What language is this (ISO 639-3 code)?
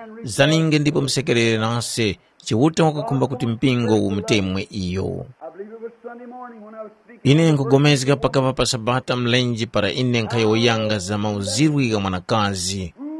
tum